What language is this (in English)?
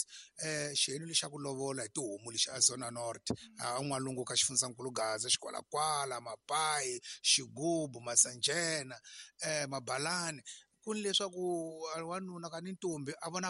Tsonga